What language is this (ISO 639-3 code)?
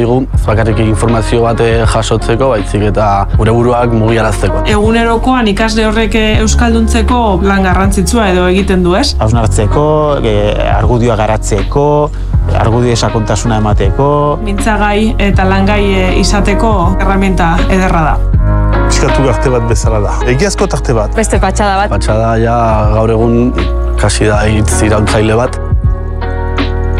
eus